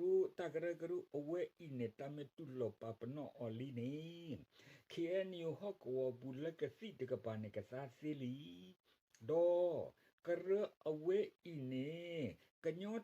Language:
S'gaw Karen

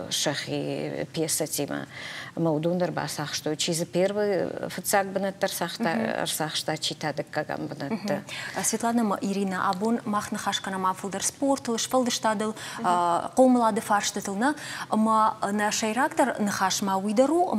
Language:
Ossetic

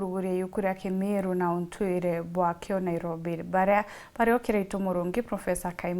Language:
Meru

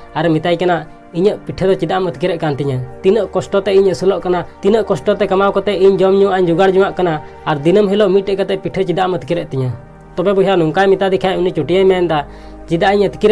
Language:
Santali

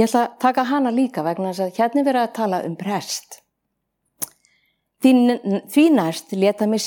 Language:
Icelandic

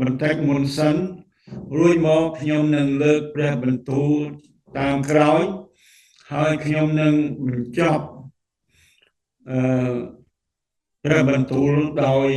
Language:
Khmer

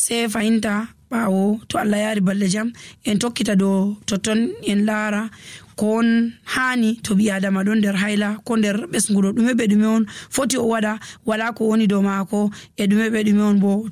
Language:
Nigerian Fulfulde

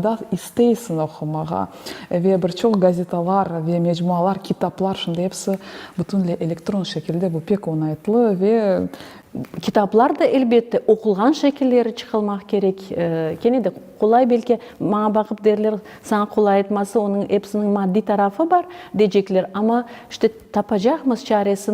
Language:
Crimean Tatar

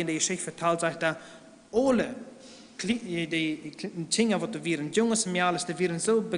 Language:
Plautdietsch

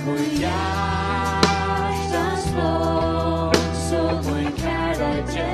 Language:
Faroese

